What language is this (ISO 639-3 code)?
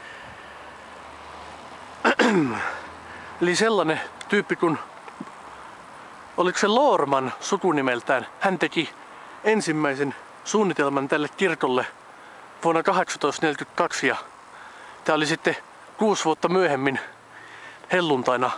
fin